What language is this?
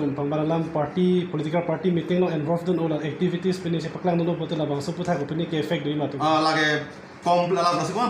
Karbi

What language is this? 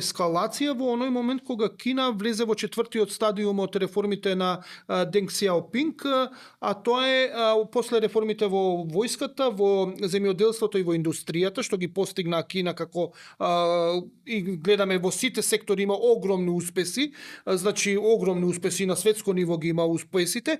Macedonian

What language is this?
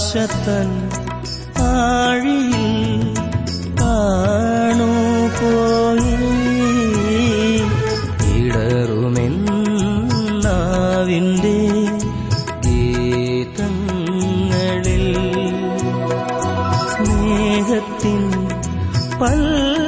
Malayalam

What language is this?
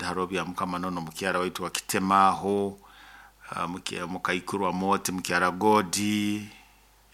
Nyoro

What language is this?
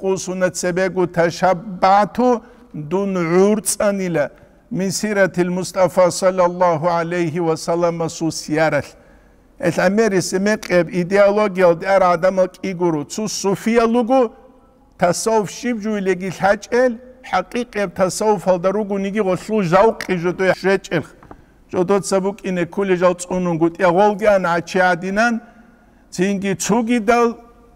Avaric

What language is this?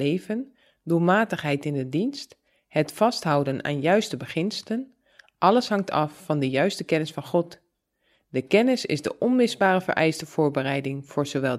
Dutch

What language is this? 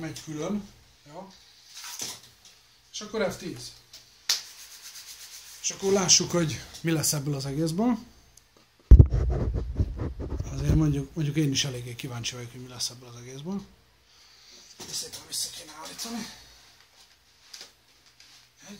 Hungarian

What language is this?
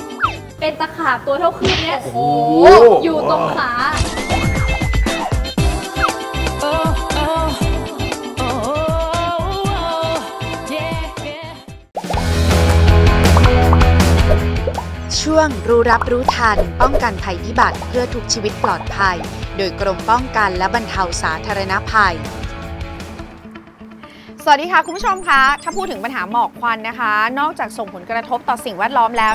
Thai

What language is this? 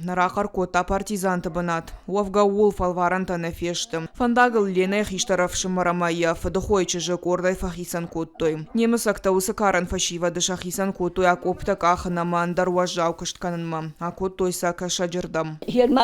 Ossetic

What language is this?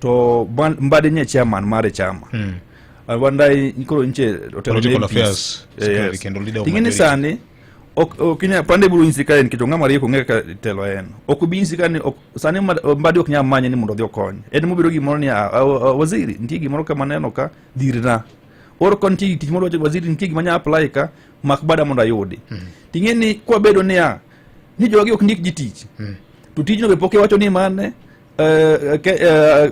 Luo (Kenya and Tanzania)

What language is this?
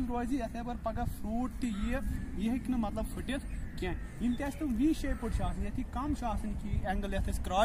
Kashmiri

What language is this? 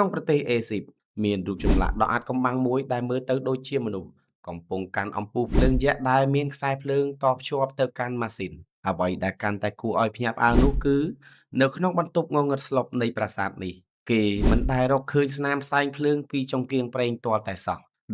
Khmer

